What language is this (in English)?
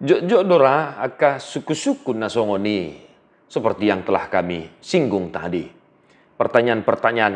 Batak Toba